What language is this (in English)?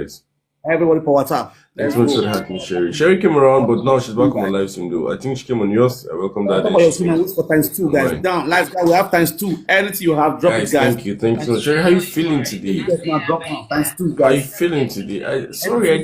Nigerian Pidgin